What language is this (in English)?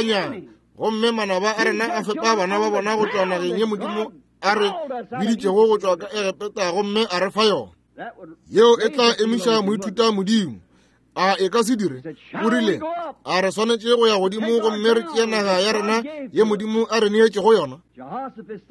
Northern Sotho